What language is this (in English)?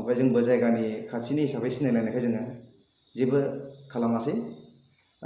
Bodo